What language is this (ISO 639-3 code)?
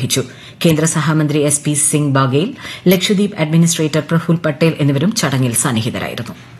mal